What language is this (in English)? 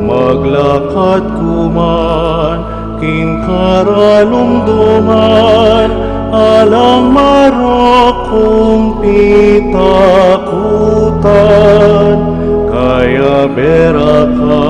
Pampanga